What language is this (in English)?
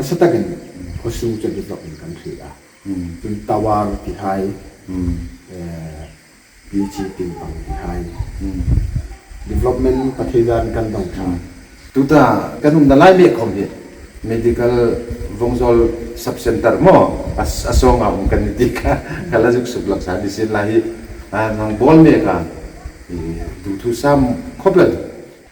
Hmar